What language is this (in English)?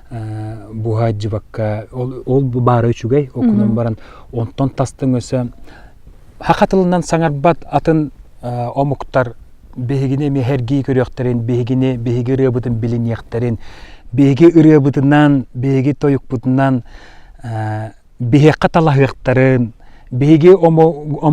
Yakut